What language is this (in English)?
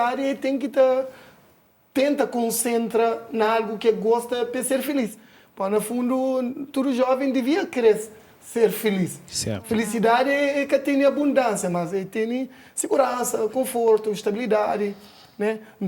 Kabuverdianu